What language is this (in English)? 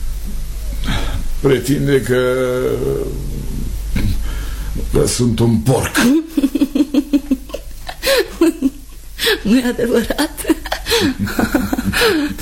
Romanian